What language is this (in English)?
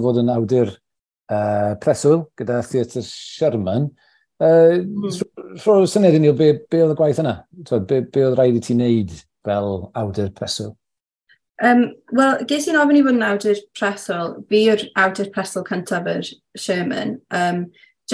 Welsh